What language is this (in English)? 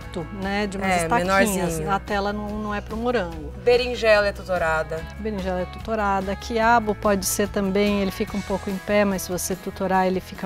Portuguese